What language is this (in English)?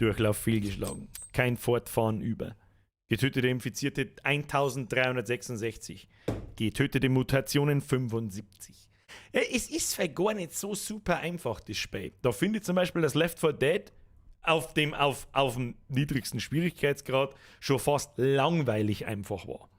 Bavarian